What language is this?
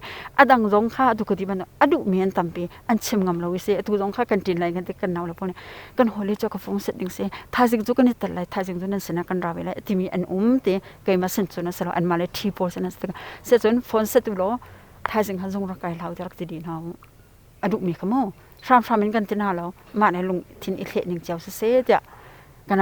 Hakha Chin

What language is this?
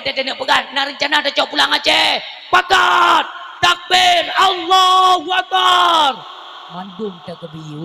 Achinese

